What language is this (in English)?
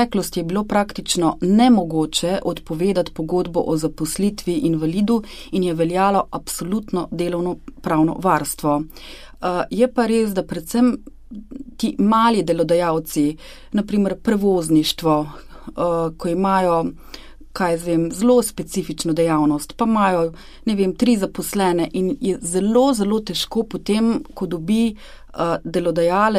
Slovenian